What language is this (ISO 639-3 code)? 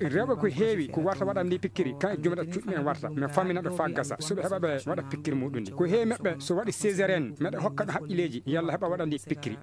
ful